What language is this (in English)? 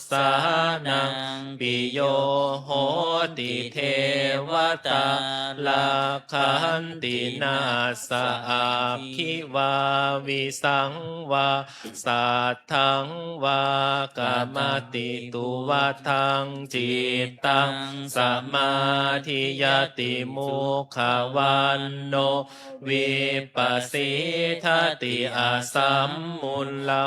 Pali